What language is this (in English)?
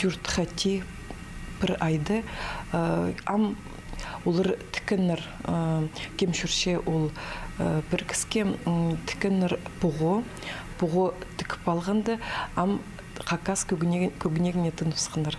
Khakas